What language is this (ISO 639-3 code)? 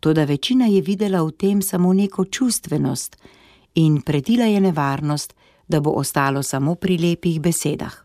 slv